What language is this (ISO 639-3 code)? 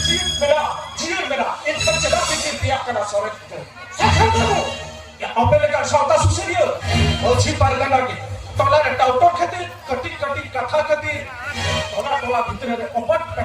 sat